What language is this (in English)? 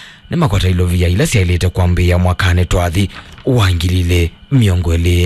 Kamba